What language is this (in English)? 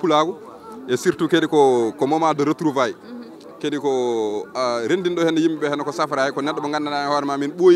Fula